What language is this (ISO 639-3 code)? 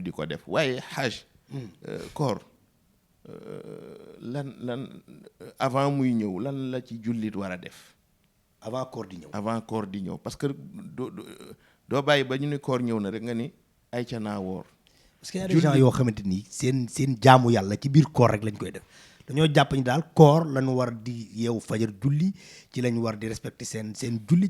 wol